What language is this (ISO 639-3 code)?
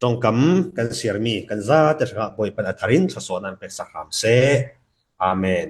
cfm